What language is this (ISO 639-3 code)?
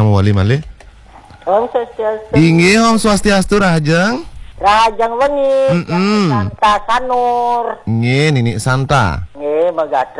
ban